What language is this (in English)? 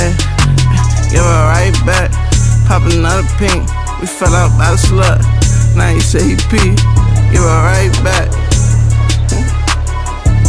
English